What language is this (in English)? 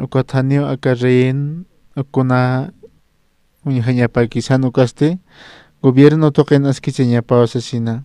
Aymara